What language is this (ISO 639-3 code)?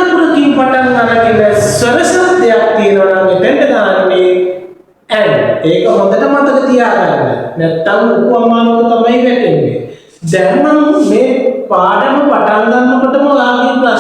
sin